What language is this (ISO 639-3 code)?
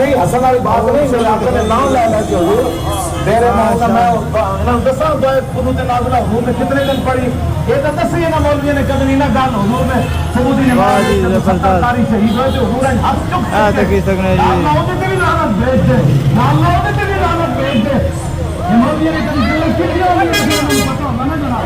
phr